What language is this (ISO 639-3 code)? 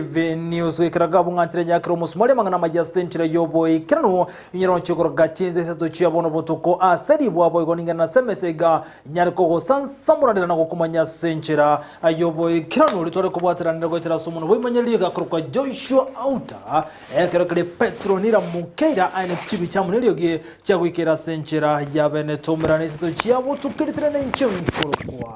guz